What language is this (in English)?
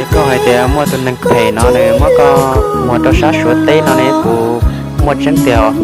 Hmong